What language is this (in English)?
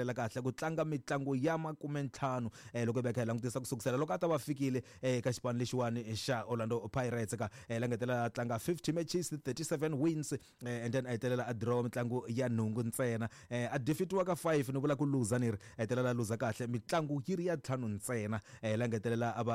Tsonga